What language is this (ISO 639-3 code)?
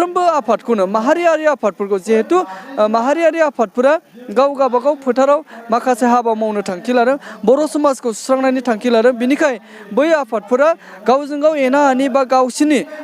brx